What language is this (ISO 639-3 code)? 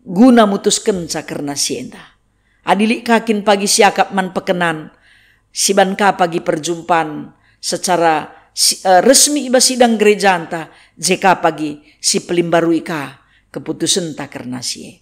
btx